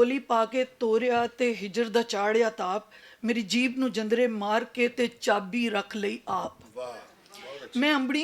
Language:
Western Panjabi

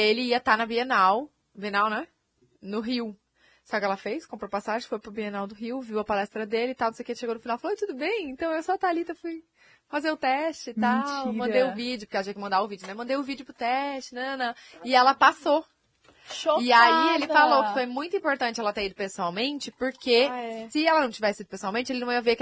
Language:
Portuguese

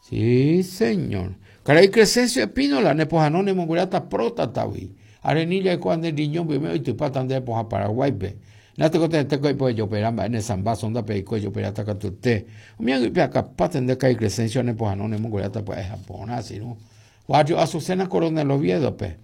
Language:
Guarani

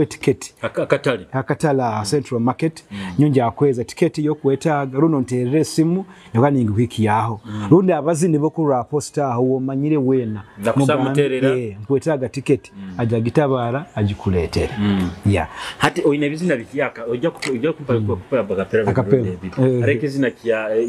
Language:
Nyoro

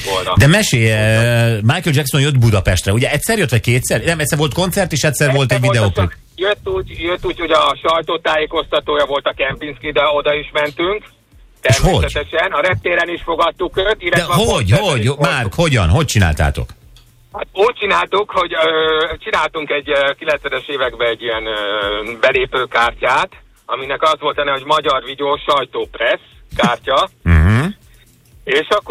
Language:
Hungarian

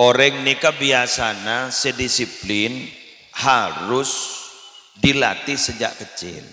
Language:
Madurese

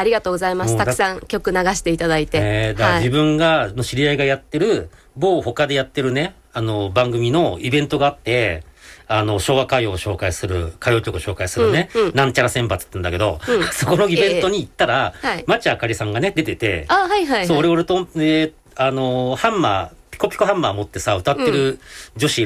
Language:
Japanese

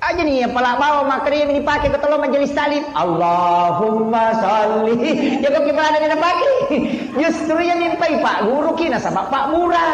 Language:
Buginese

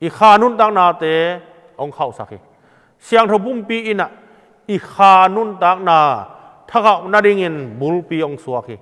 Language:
Tedim Chin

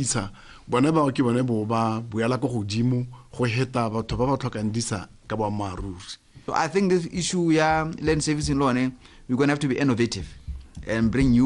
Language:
Tswana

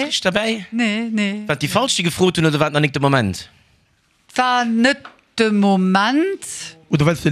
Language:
Luxembourgish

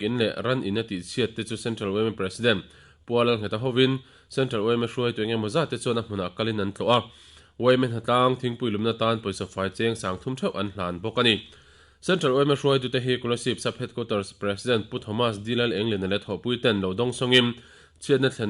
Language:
Mizo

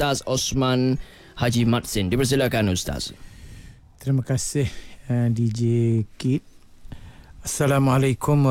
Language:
Malay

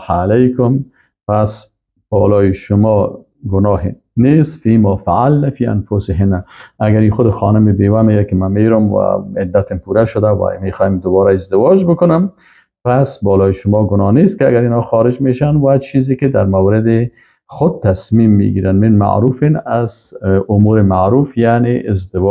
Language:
Persian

